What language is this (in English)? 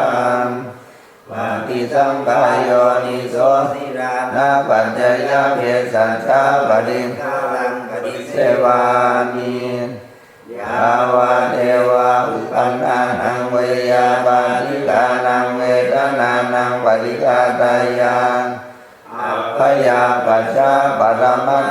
Pali